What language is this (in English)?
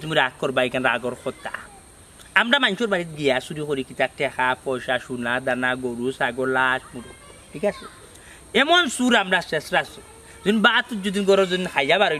Sylheti